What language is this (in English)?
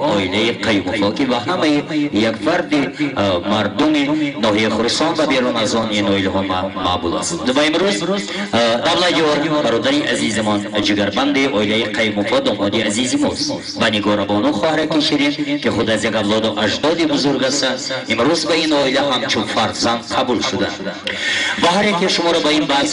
Tajik